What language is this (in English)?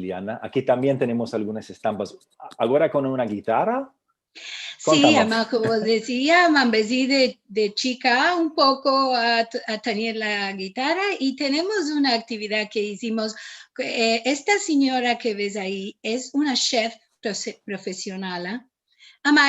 Ladino